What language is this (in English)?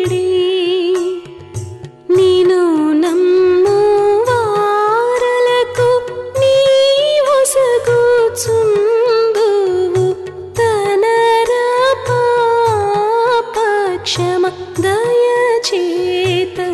Telugu